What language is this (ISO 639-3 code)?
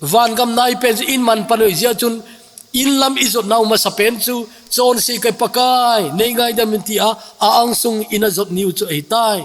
tcz